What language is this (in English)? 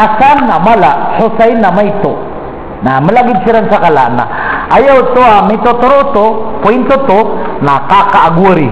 Maranao